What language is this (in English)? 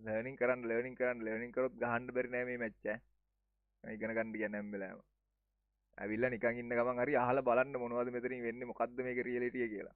Sinhala